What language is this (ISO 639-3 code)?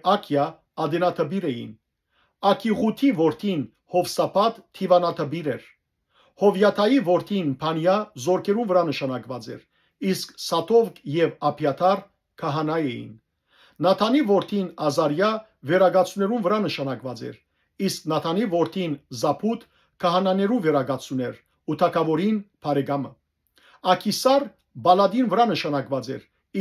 hyw